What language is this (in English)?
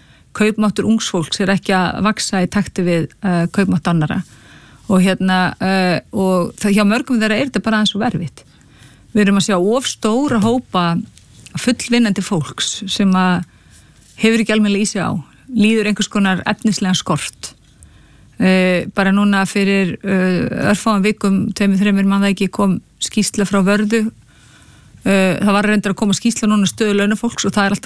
Icelandic